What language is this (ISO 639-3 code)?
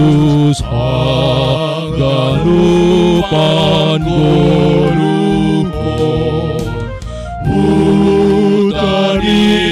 bts